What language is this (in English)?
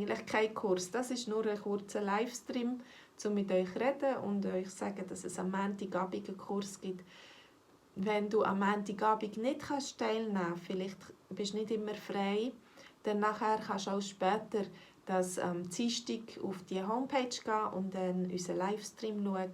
Swiss German